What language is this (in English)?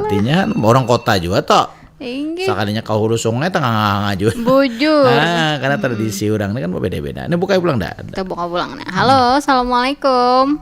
Banjar